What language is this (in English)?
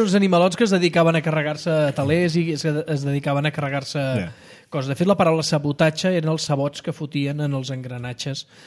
Catalan